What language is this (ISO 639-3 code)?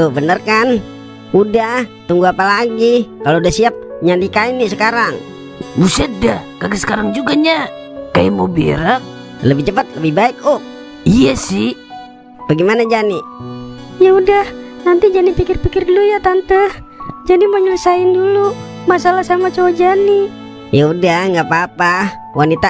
bew